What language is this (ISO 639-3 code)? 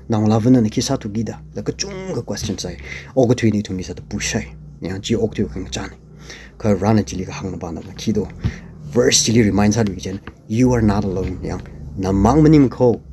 nmf